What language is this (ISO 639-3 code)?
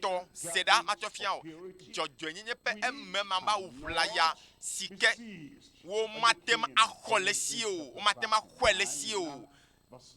ewe